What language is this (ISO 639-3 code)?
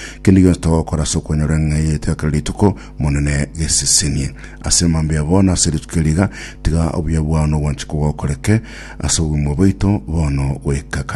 guz